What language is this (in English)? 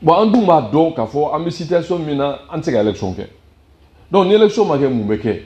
Bambara